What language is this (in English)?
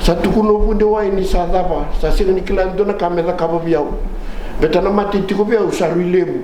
Fijian